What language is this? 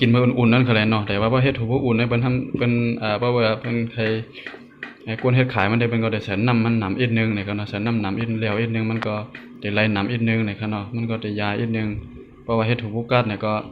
Shan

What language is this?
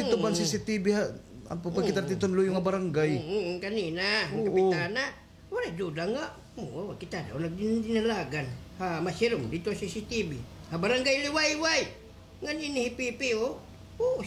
Waray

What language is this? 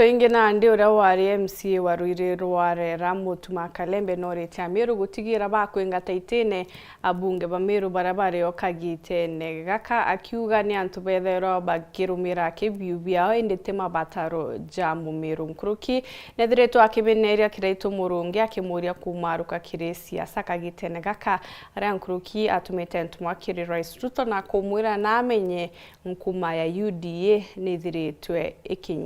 Meru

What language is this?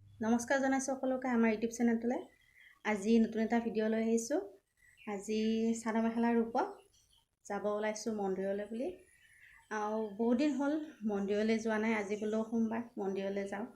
Assamese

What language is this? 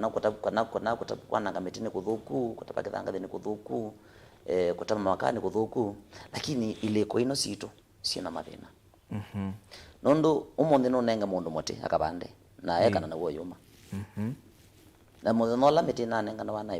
Kamba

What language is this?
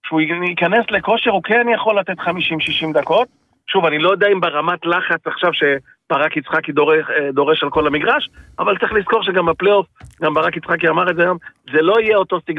Hebrew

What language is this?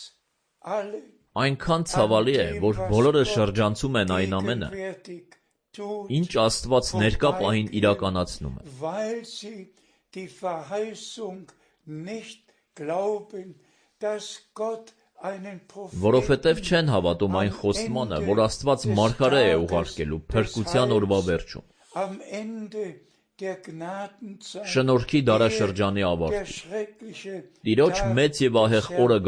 Armenian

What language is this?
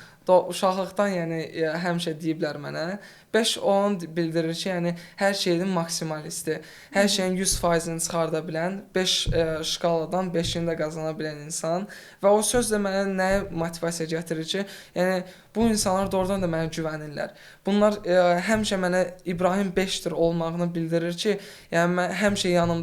Azerbaijani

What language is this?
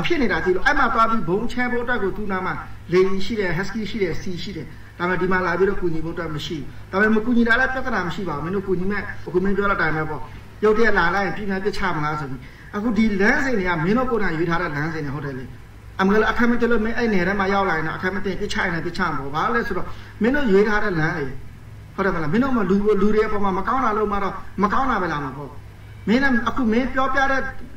Burmese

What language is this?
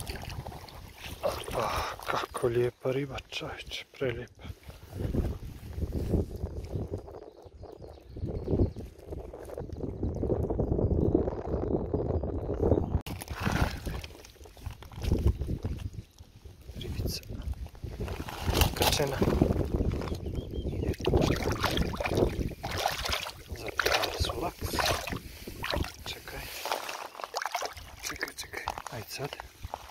Croatian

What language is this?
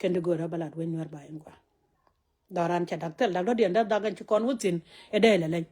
Nuer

